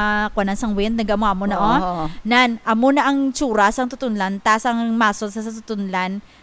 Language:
Hiligaynon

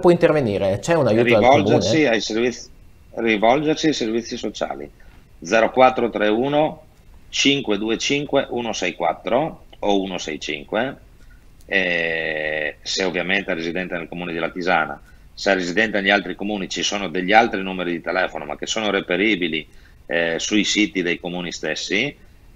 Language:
Italian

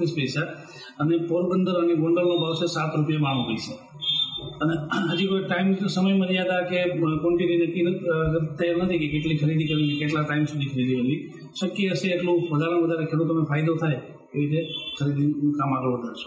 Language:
Gujarati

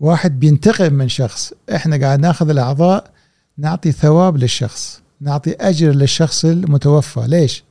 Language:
Gulf Arabic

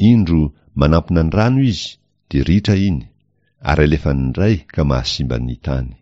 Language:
Malagasy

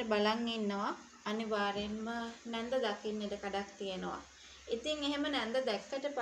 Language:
Sinhala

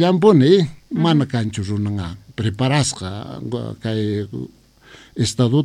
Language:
Quechua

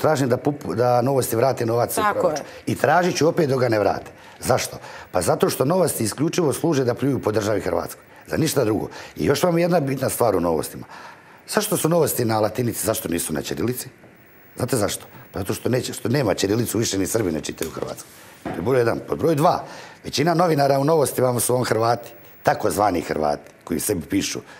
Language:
Croatian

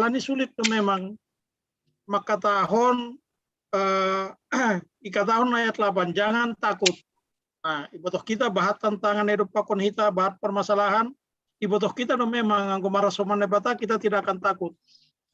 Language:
Batak Simalungun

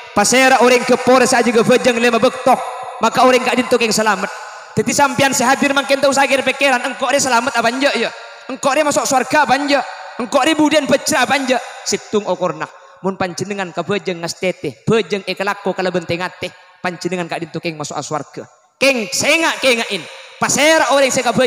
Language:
Madurese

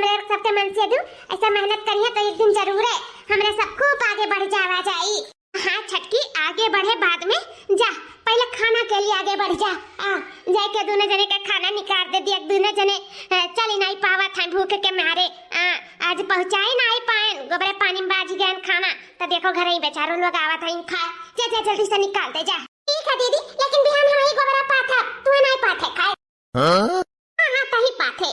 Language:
Awadhi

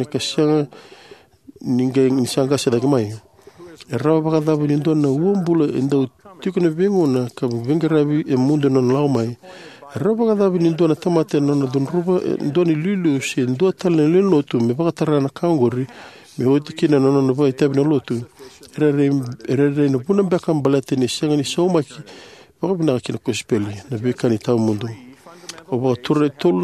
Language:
Fijian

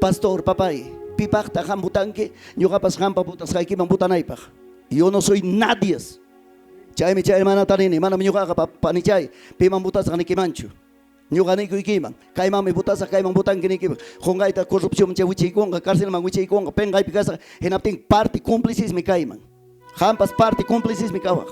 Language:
Ayacucho Quechua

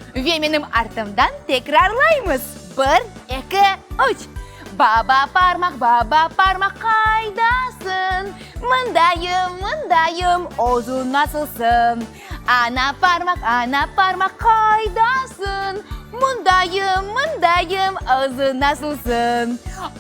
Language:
Crimean Tatar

